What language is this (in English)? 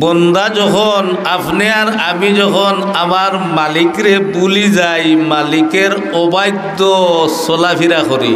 Sylheti